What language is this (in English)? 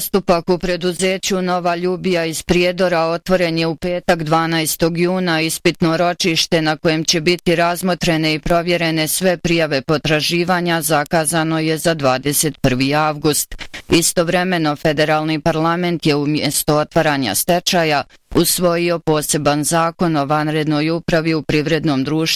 Bosnian